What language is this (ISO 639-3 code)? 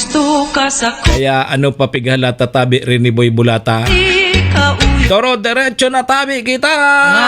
bik